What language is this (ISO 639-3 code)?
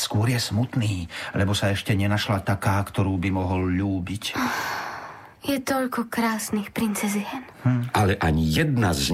slk